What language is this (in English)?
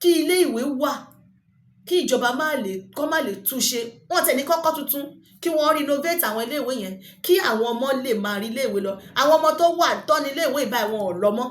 Yoruba